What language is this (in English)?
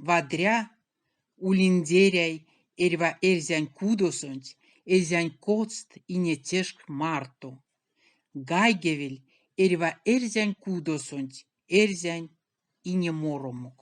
Erzya